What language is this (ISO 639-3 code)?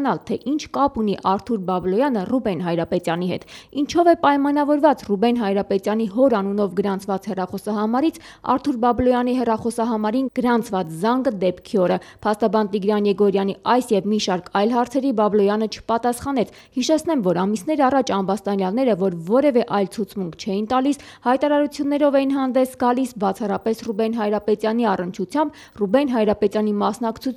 hye